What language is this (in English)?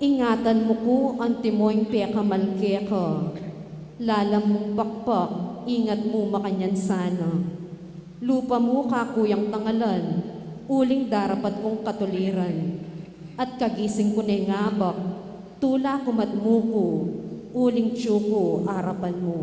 Pampanga